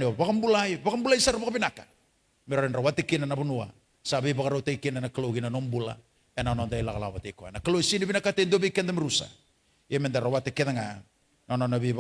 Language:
Fijian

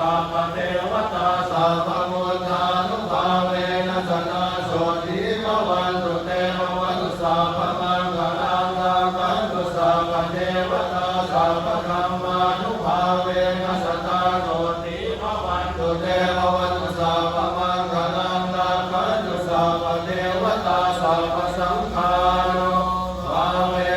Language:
Pali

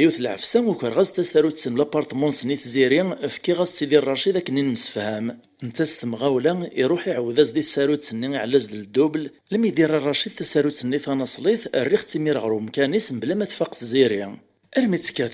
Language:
Kabyle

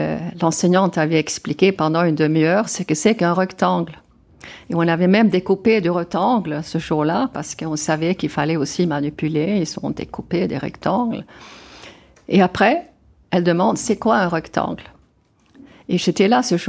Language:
French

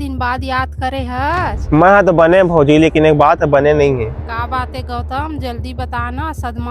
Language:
Chhattisgarhi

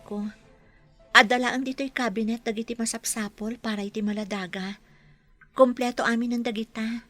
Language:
Iloko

